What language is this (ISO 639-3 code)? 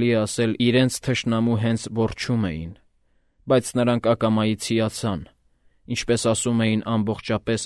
hye